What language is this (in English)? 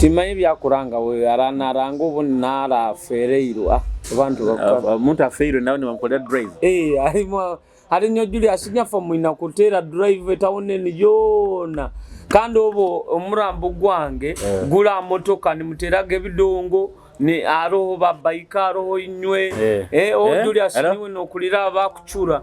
Nyoro